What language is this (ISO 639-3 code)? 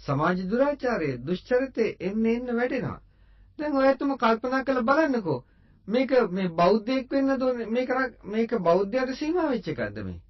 sin